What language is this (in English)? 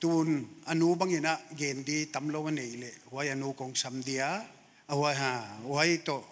Paite Chin